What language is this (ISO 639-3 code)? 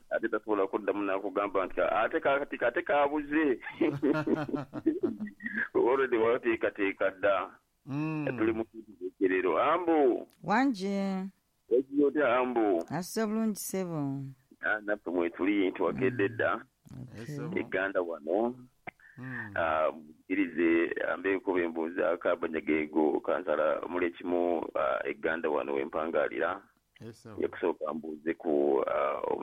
lug